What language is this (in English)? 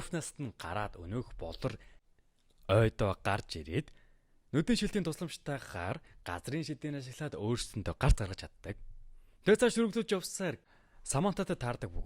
Mongolian